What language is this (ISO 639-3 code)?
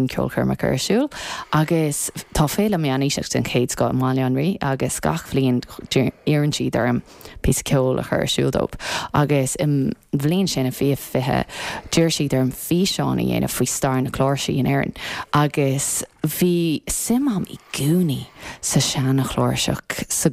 gle